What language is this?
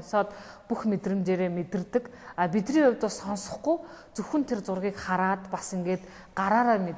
Mongolian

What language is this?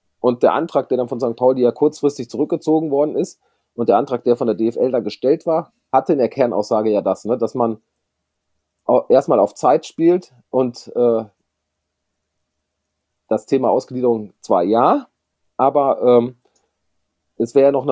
German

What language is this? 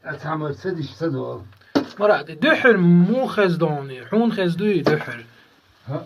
Chechen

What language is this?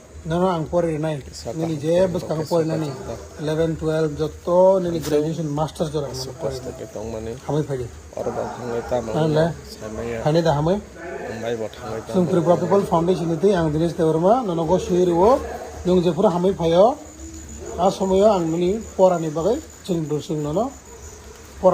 Kok Borok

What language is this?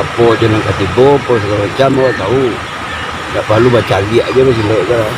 Minangkabau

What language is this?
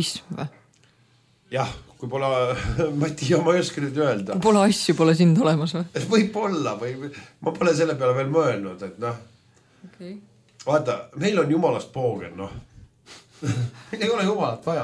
Estonian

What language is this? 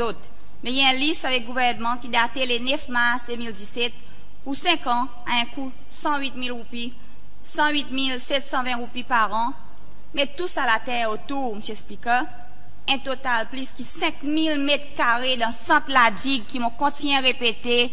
Seselwa Creole French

